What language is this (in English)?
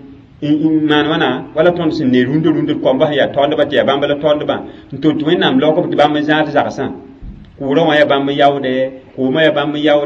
Mossi